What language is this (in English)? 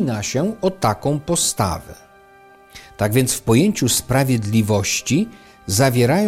Polish